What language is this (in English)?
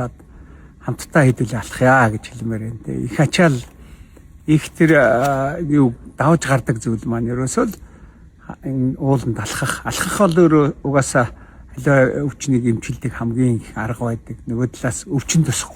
Mongolian